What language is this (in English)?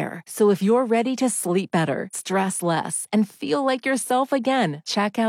English